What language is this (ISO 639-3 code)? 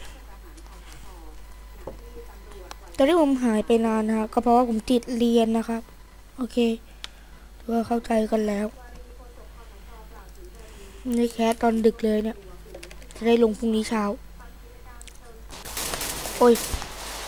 tha